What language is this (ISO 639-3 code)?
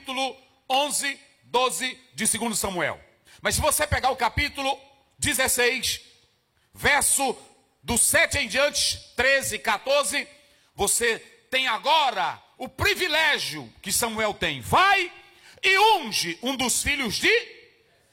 por